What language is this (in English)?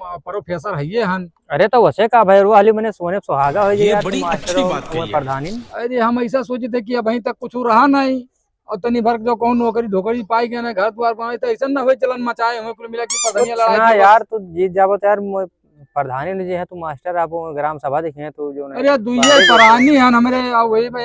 Awadhi